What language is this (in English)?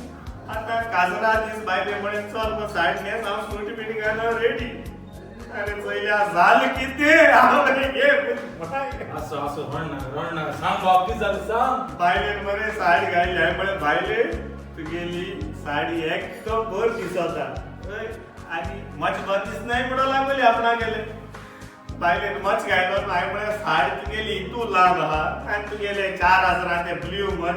Konkani